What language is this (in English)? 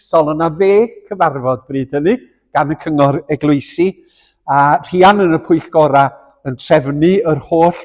Welsh